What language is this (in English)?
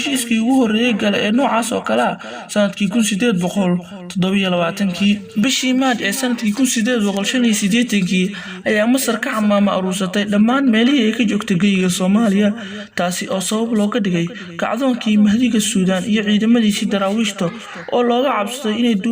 Somali